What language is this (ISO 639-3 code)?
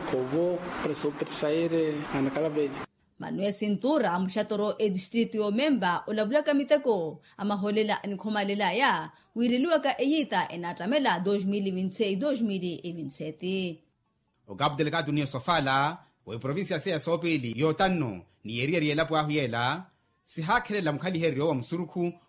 vmw